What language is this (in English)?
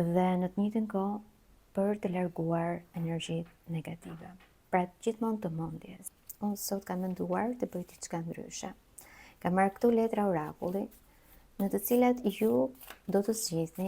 Albanian